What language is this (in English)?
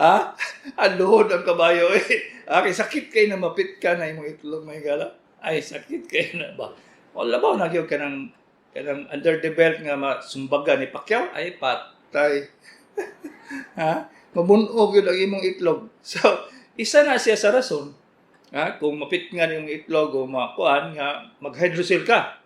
Cebuano